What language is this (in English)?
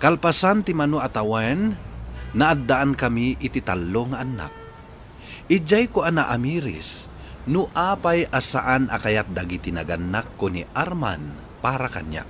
Iloko